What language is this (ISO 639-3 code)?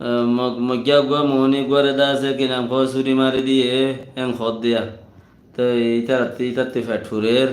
rhg